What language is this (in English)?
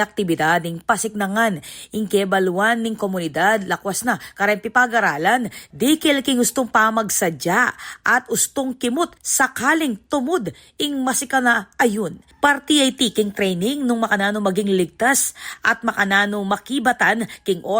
Pampanga